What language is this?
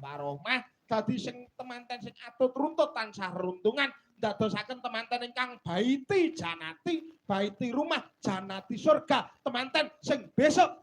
Javanese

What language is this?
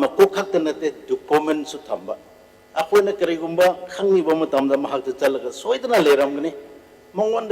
Manipuri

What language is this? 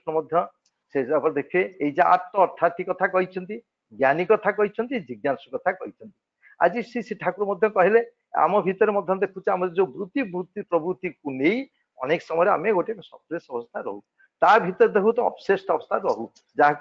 Odia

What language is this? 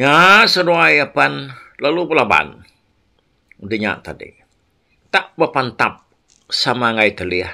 Iban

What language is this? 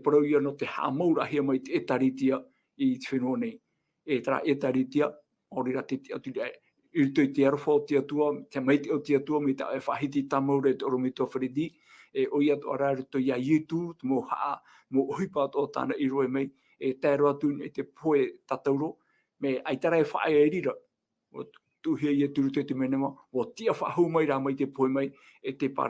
Tahitian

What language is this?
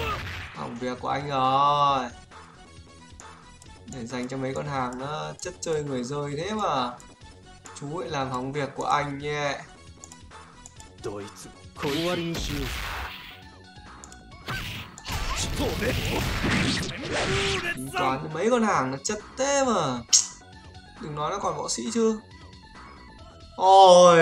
Vietnamese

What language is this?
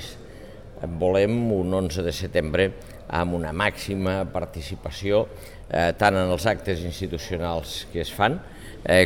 Catalan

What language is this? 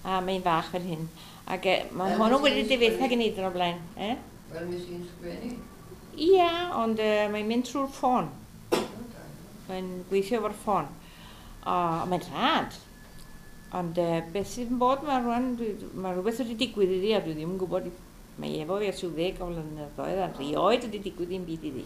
Welsh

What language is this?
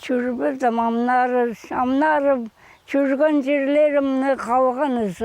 Khakas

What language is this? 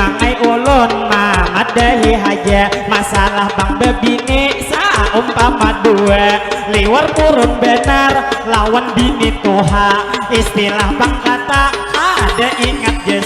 Banjar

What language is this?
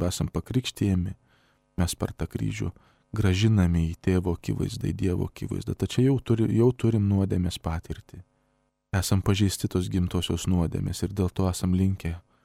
Lithuanian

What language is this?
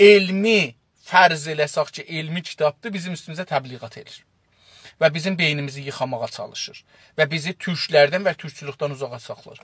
South Azerbaijani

